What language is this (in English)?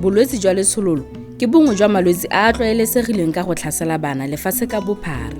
Tswana